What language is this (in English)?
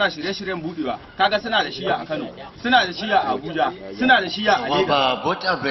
Hausa